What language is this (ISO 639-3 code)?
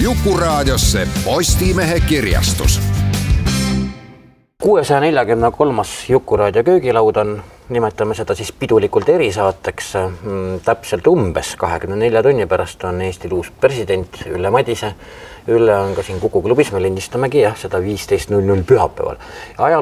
est